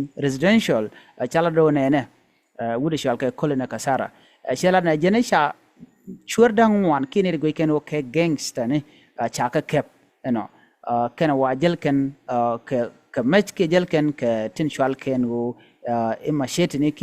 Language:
Nuer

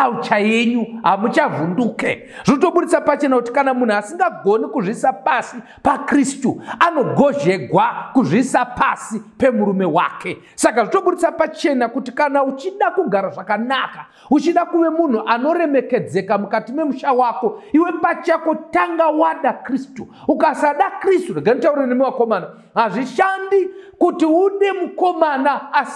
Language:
Shona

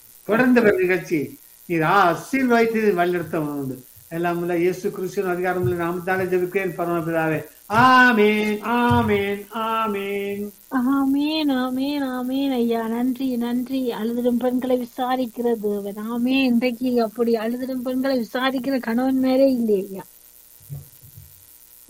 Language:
Tamil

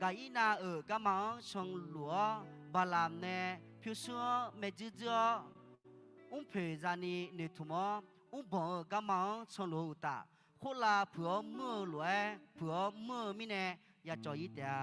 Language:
Akha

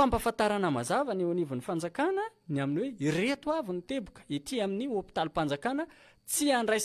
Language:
Malagasy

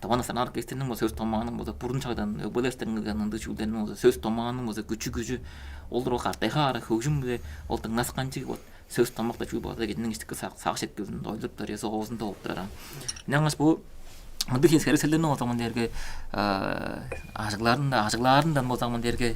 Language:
Tuvinian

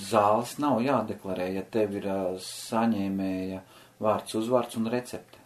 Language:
Latvian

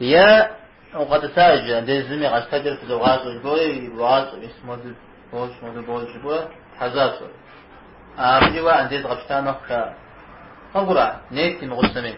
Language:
Kabardian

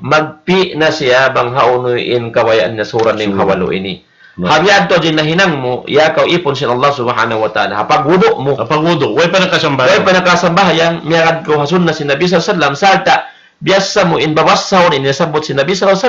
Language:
Tausug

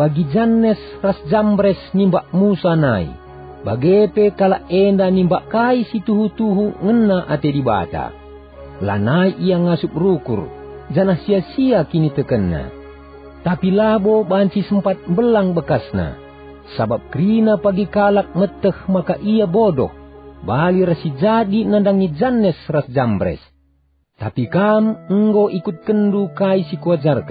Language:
Batak Karo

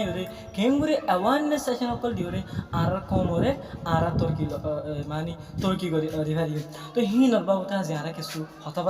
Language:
Rohingya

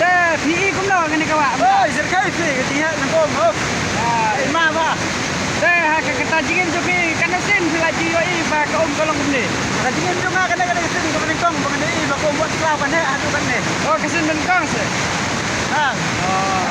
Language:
Khasi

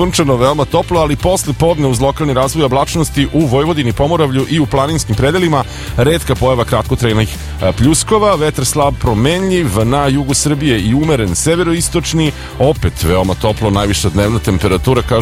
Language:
Serbian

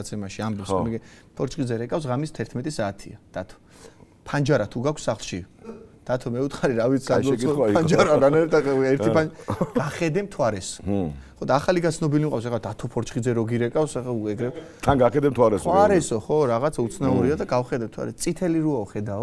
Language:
Georgian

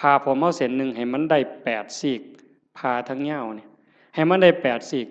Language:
Northeastern Thai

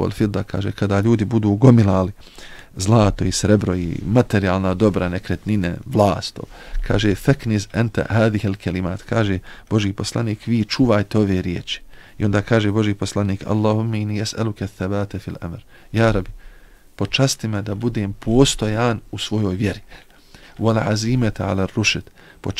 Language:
Bosnian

